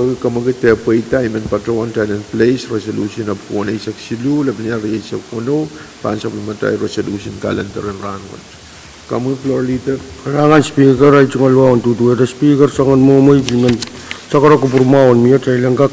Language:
Pohnpeian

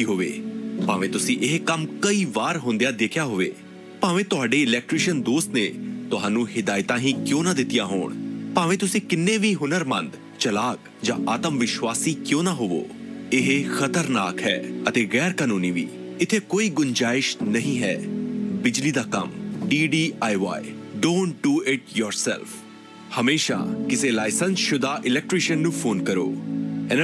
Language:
Punjabi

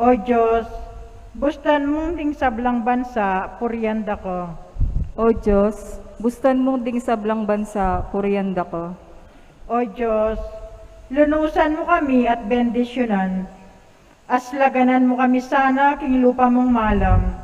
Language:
Pampanga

